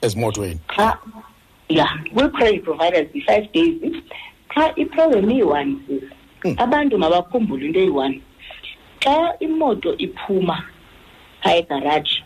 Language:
Xhosa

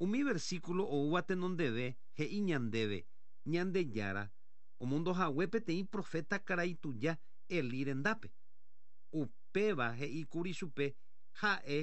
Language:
Guarani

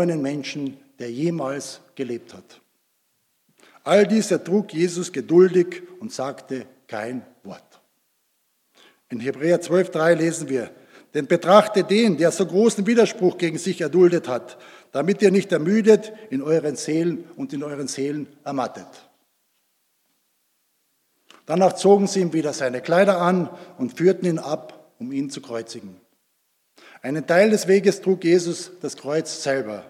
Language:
German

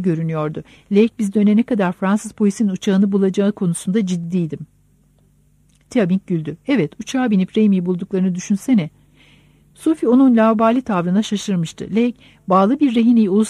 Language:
Turkish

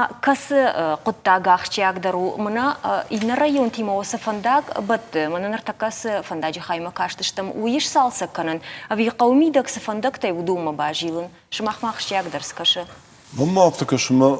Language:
Ossetic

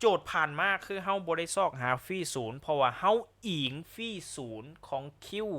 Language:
Lao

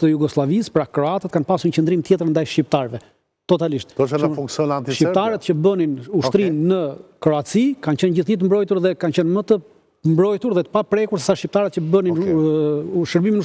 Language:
Albanian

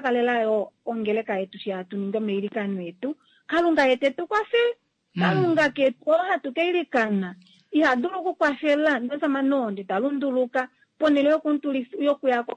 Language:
Kuanyama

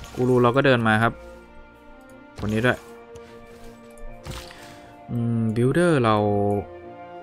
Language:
Thai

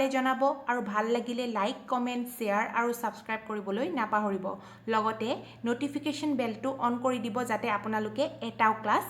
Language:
Assamese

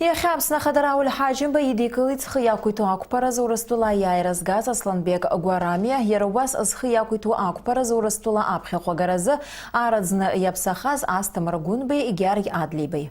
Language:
Abkhazian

